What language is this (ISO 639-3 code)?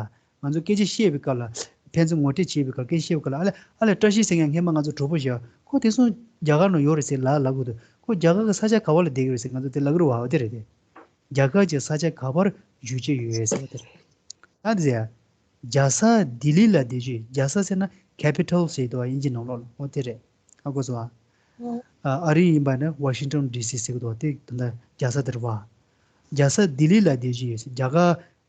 bod